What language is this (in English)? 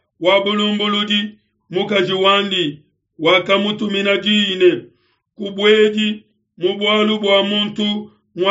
Luba-Lulua